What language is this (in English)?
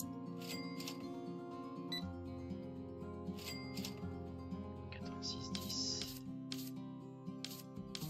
French